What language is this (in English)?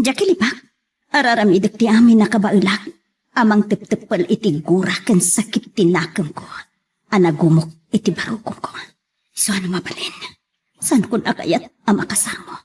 Iloko